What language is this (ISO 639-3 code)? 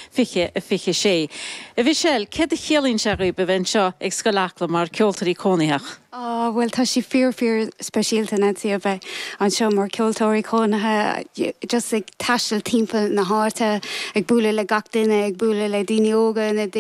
gle